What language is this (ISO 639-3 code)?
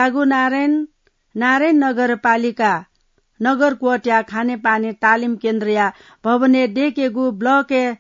new